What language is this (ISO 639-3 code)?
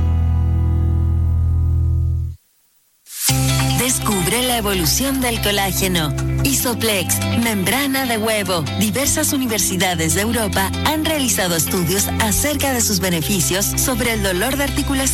spa